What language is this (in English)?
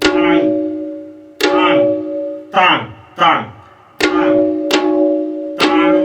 Santali